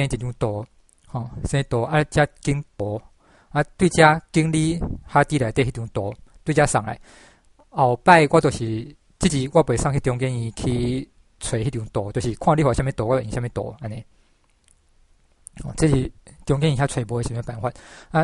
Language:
Min Nan Chinese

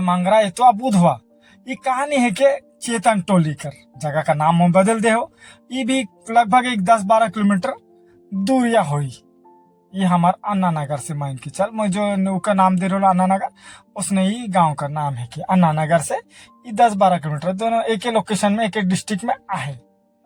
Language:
Sadri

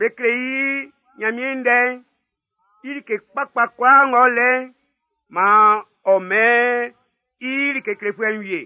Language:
Baoulé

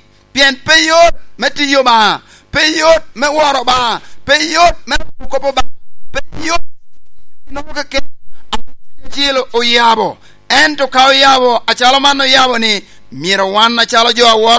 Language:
Lango (Uganda)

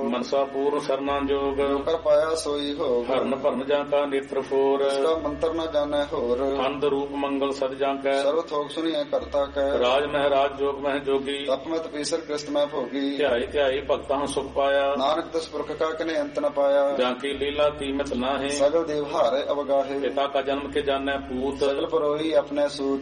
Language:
Punjabi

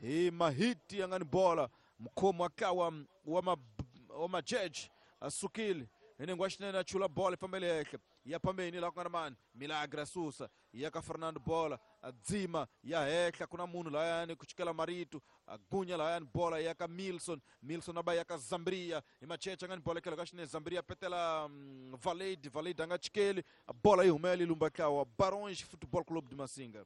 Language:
Tsonga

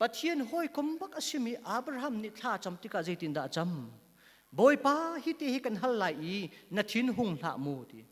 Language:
Hakha Chin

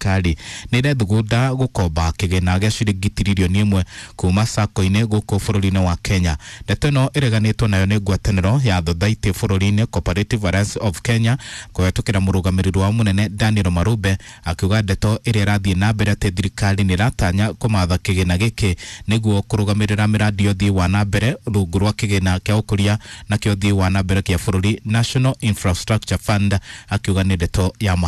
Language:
Kikuyu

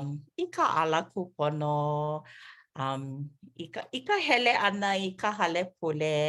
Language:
Hawaiian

